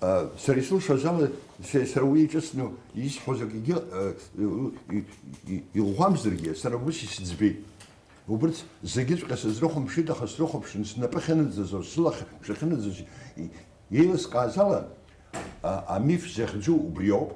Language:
Abkhazian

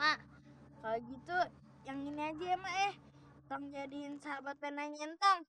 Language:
Betawi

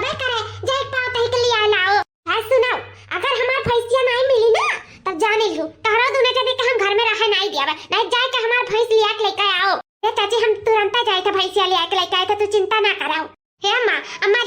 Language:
Awadhi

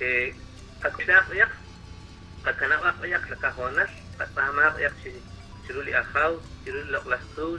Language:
Kekchí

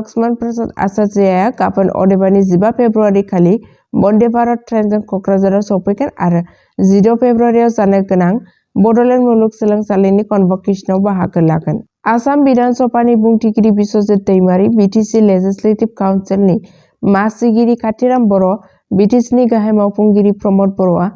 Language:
Bodo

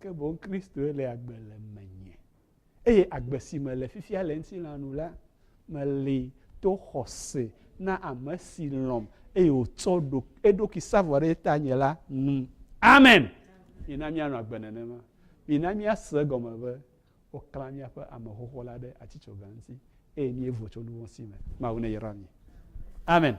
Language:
Ewe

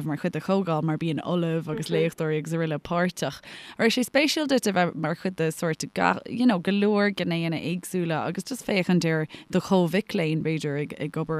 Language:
Irish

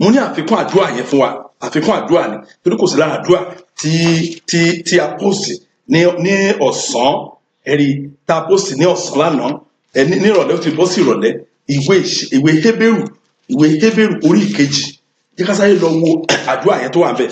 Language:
Yoruba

